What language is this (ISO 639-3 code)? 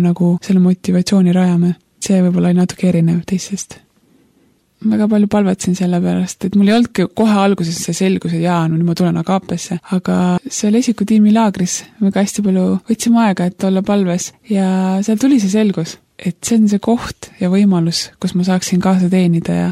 est